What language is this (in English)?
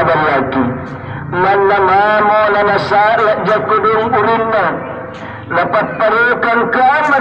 Makasar